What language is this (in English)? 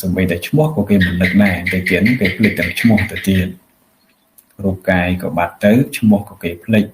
Khmer